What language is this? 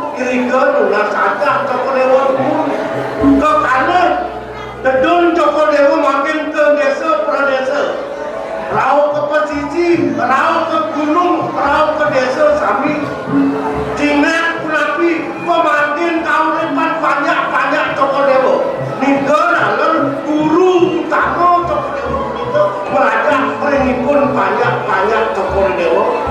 Balinese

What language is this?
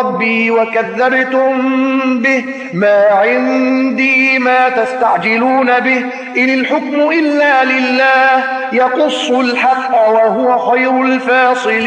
Arabic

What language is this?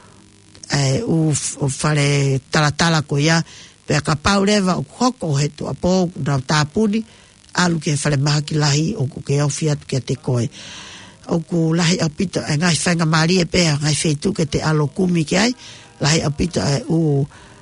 Tongan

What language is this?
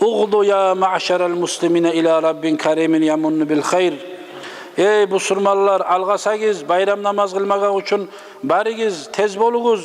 Kumyk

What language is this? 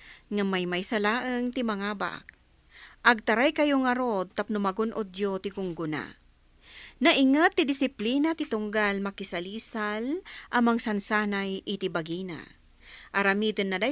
Iloko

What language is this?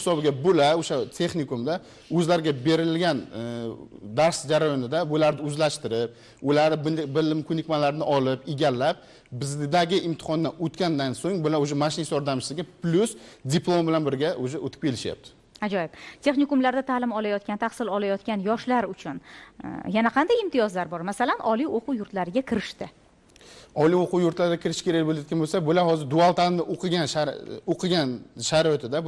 Uzbek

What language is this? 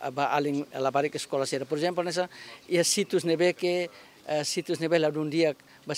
Tetum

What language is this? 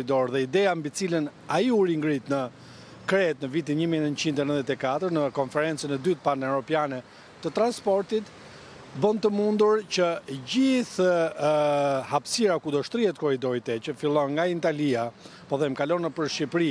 Albanian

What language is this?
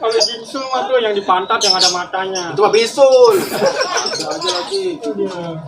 Betawi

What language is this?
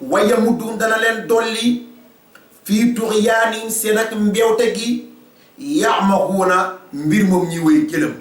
Wolof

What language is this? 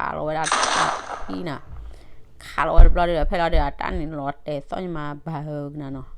S'gaw Karen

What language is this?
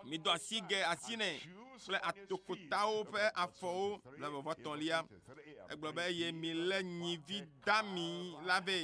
Ewe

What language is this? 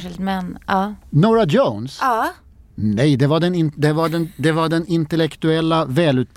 Swedish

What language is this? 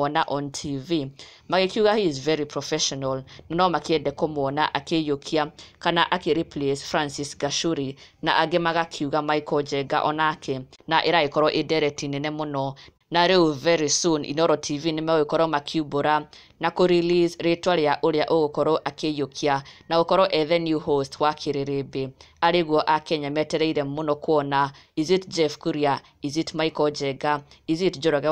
Kikuyu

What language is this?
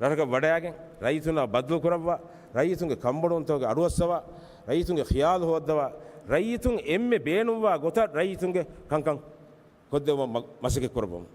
Divehi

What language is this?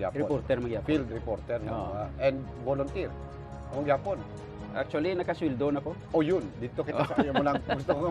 Hiligaynon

